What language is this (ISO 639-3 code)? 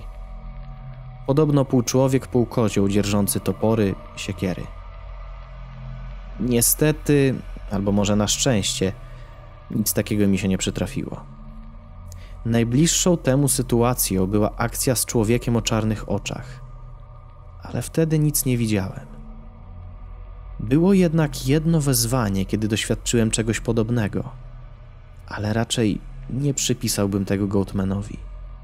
pol